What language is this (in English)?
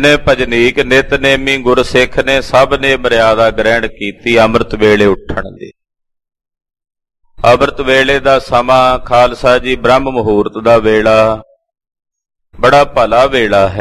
Punjabi